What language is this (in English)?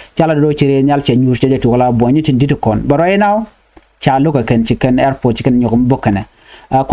Nuer